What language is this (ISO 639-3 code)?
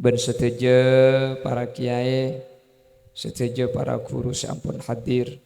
mad